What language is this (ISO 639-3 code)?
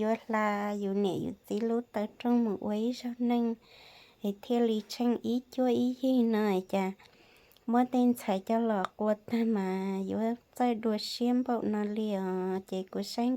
hmn